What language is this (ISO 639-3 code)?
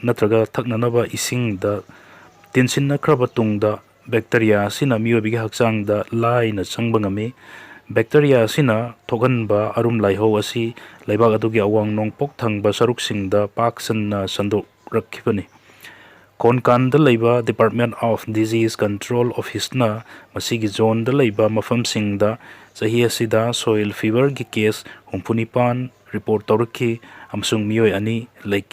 mni